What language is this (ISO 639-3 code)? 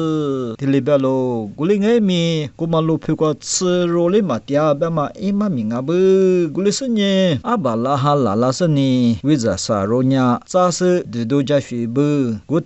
lis